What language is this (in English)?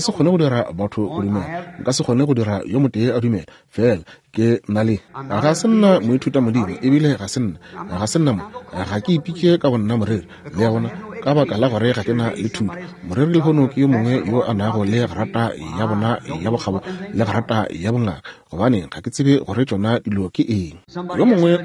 Northern Sotho